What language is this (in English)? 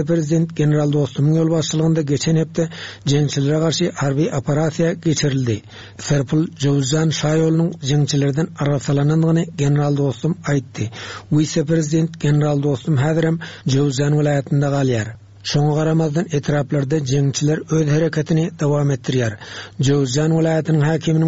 Turkmen